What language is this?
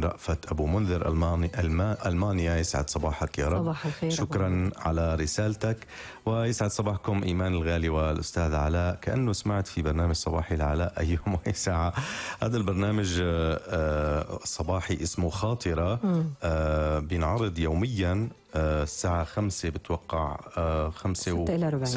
North Levantine Arabic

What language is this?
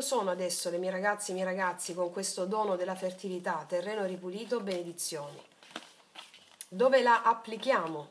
Italian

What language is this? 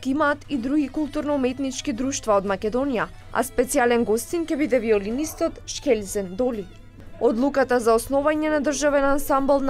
Macedonian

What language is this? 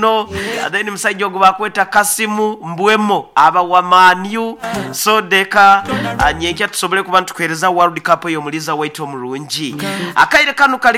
Nyoro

